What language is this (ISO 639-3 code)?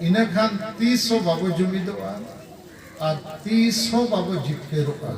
sat